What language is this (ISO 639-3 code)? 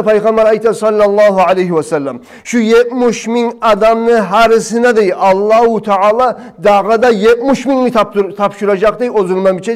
kum